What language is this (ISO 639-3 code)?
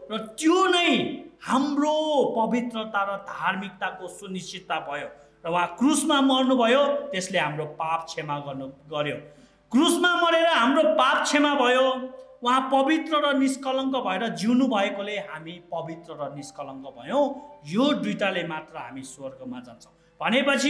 nep